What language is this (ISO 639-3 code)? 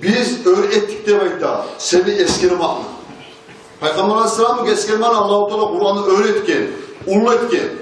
kum